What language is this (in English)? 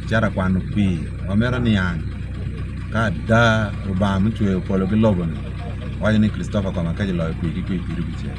Acoli